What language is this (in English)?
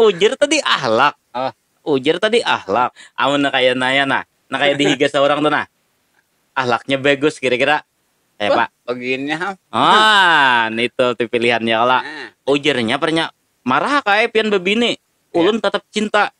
Banjar